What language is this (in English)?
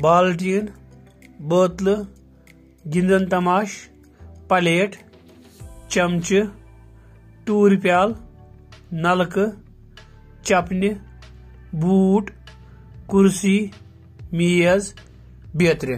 Kashmiri